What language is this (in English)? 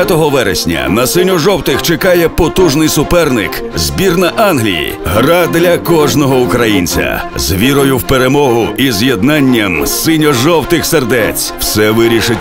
Ukrainian